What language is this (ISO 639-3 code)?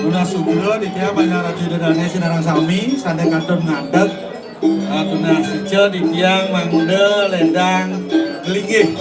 ban